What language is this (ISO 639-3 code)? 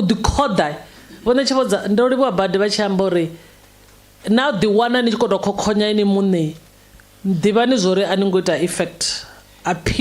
ven